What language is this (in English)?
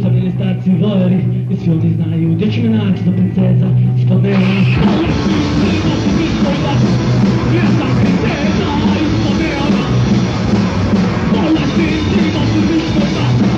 Croatian